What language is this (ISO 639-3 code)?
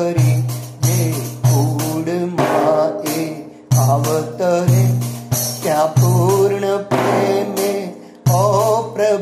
guj